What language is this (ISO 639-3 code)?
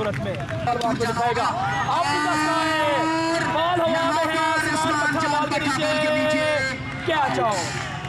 hin